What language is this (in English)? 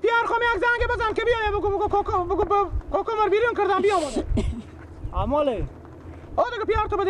Persian